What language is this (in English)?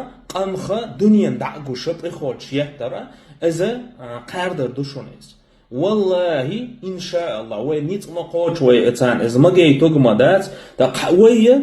Chechen